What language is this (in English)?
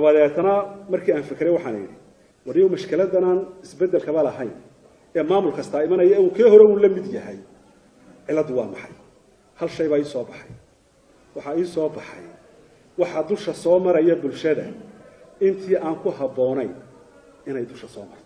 Somali